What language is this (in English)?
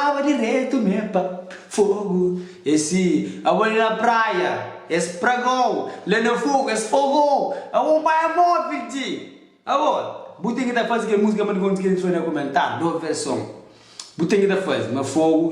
Kabuverdianu